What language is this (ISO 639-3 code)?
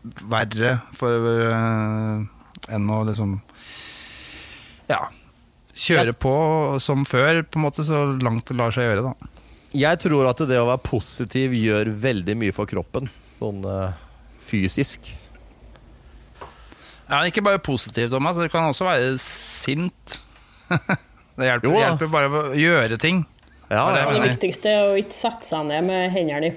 nor